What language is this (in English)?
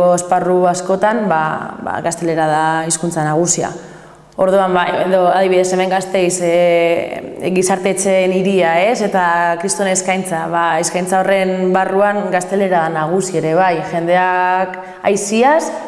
Basque